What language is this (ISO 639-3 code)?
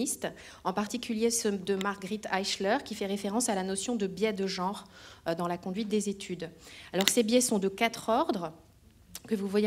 fra